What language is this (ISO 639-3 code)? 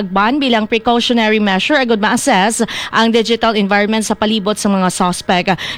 hil